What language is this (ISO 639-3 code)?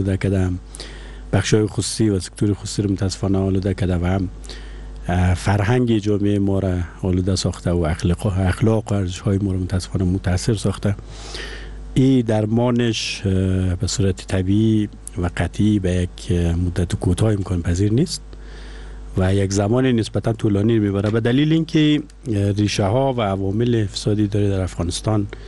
fas